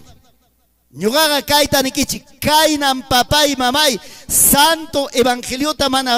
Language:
Ayacucho Quechua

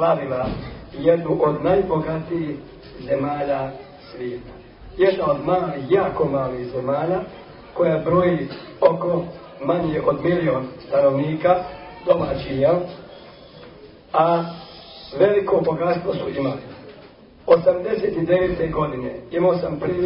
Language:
Bosnian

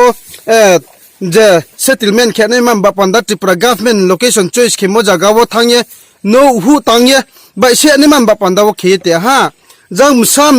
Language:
Riang (India)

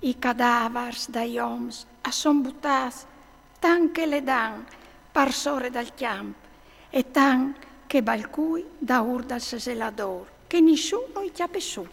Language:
Friulian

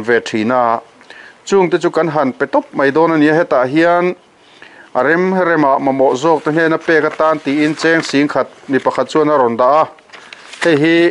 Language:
Mizo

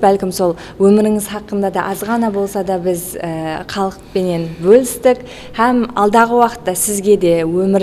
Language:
Kara-Kalpak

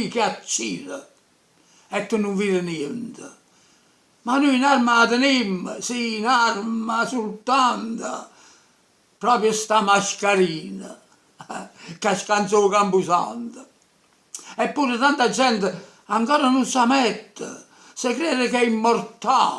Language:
Neapolitan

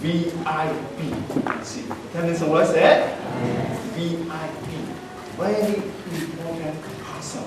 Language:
Falam Chin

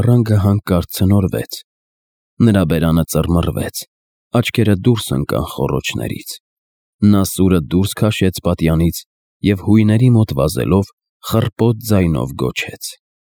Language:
Armenian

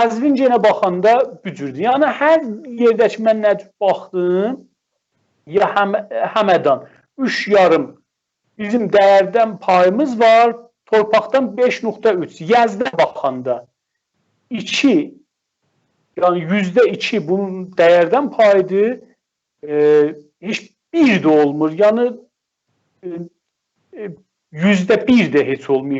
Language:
South Azerbaijani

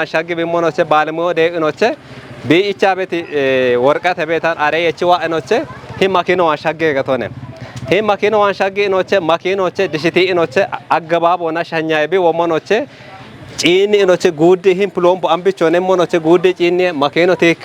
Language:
Kafa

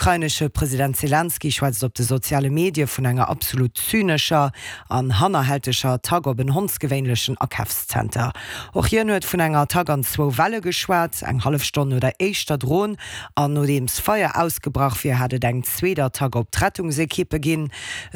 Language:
Luxembourgish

